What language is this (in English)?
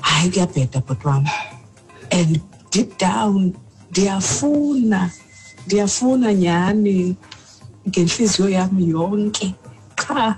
Xhosa